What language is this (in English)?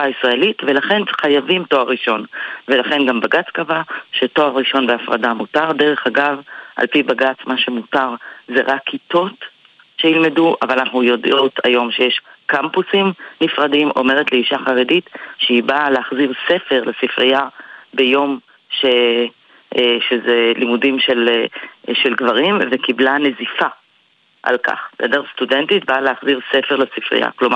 Hebrew